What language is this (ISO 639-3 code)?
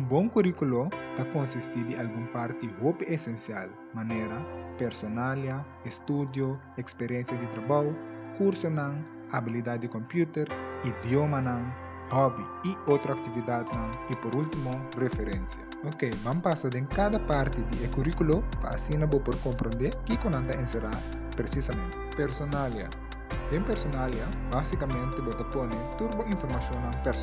pap